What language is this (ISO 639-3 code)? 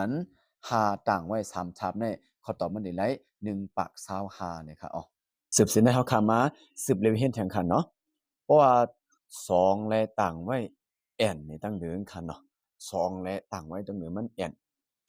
shn